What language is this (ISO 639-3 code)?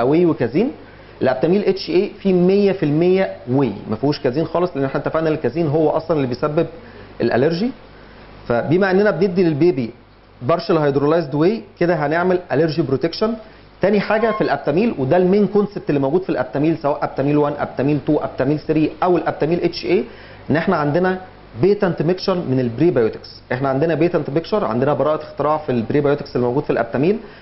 arz